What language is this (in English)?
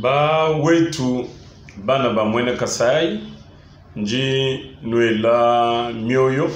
Luba-Lulua